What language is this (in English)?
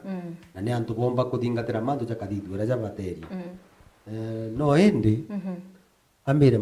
Meru